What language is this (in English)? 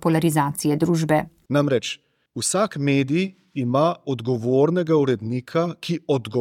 Slovenian